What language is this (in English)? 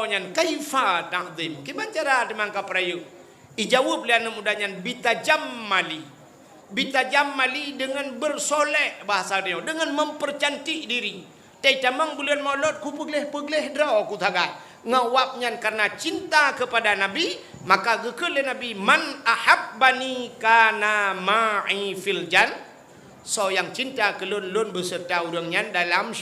Achinese